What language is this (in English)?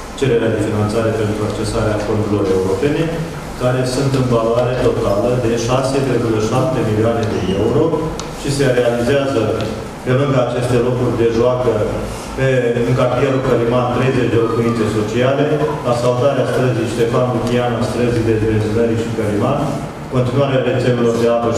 Romanian